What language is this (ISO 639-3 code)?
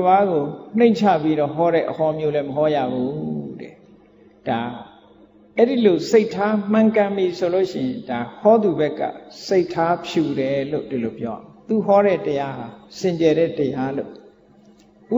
mya